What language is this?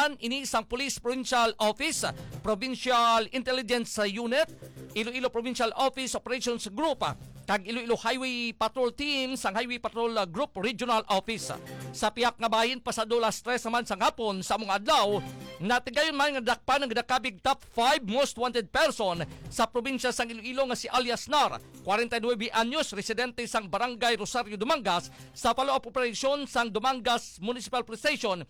Hiligaynon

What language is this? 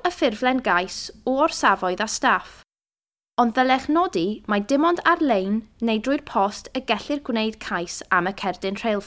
Welsh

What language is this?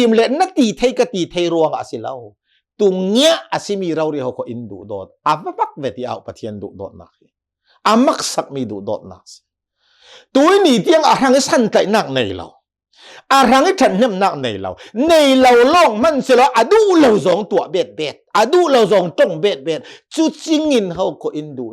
Hakha Chin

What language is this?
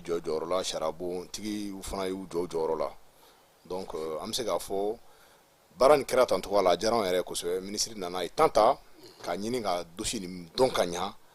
Bambara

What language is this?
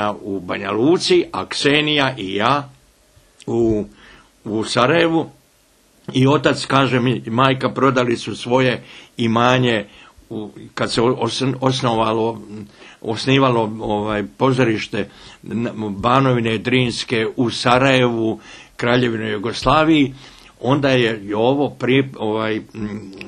Bosnian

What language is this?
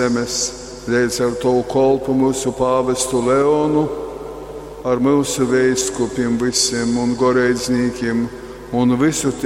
Latgalian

